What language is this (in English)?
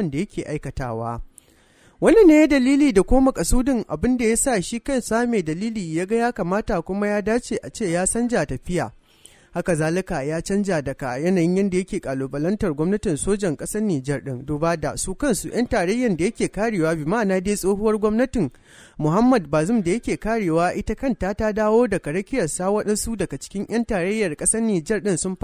Hausa